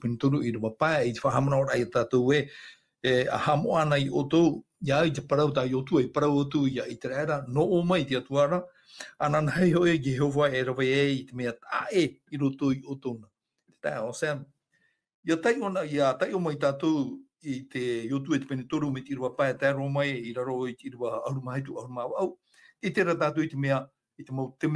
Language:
Tahitian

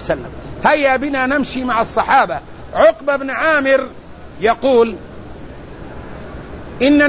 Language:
Arabic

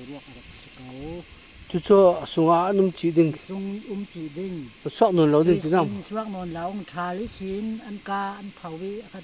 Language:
Falam Chin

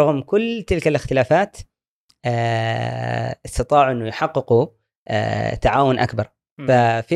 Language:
Gulf Arabic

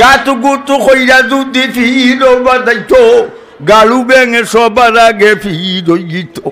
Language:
Sylheti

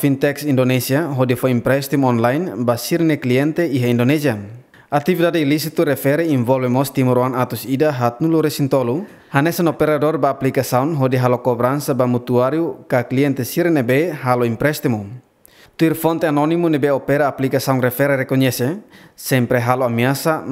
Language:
Tetum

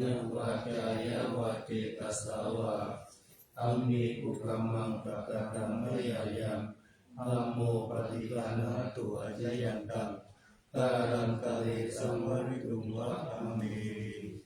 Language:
Pali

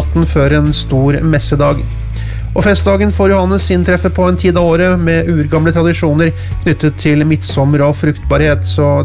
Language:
Norwegian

